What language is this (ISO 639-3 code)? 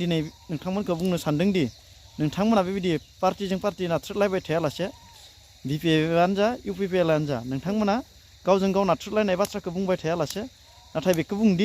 brx